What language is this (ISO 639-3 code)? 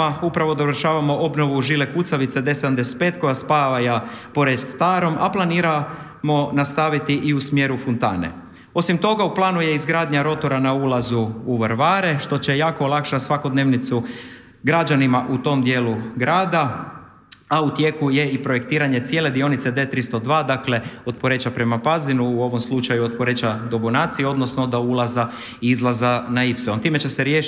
hrv